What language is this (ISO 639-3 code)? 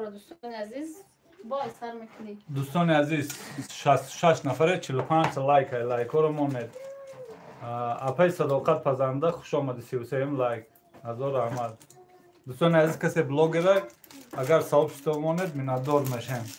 tgk